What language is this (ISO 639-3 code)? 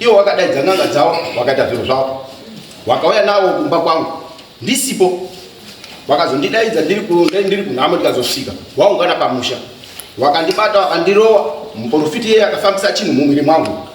sna